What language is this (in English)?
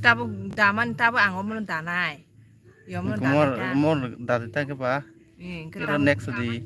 Kok Borok